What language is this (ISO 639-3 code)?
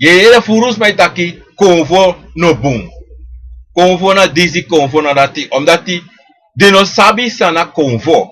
srn